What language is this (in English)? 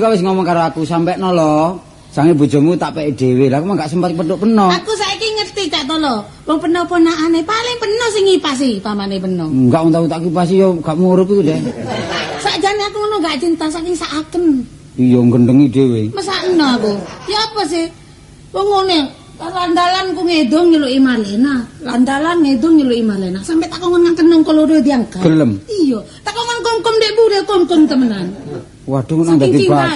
Javanese